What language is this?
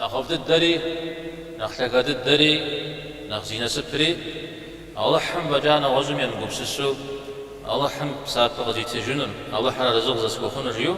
Kabardian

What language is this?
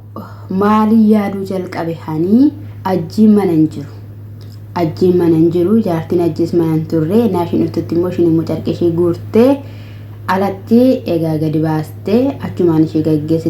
Oromo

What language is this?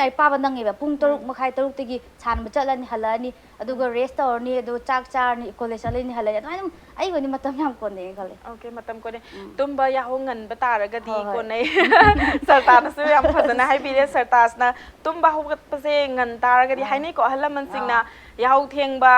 Manipuri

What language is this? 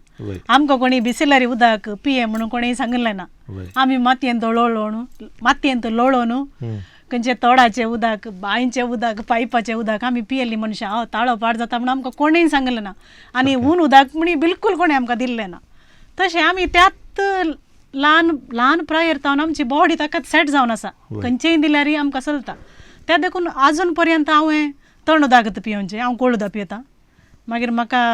Konkani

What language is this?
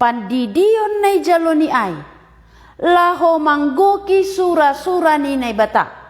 Batak Simalungun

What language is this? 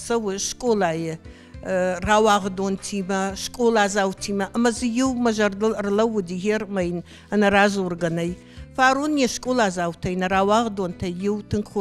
Ossetic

